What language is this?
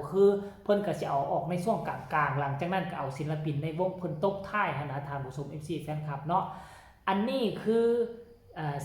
Northeastern Thai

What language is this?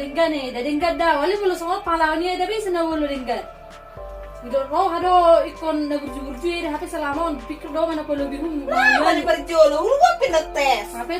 Batak Toba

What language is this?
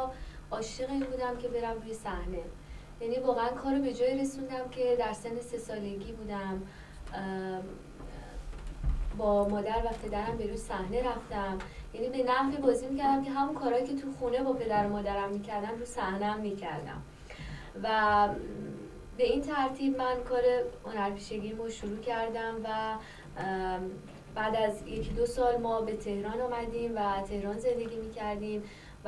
Persian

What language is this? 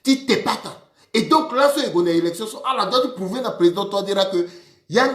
Sango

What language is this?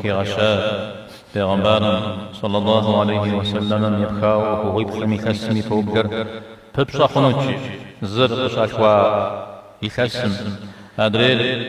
Kabardian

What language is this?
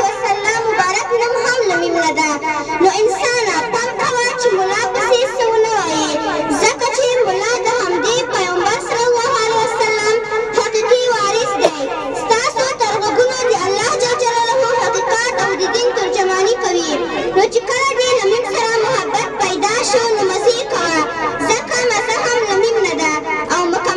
Pashto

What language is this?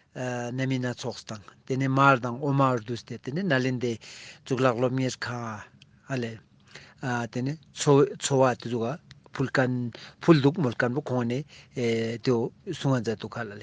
Ladakhi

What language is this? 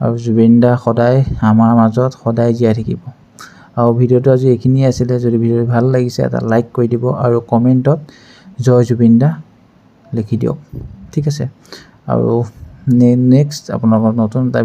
Assamese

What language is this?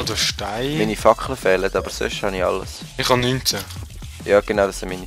Swiss German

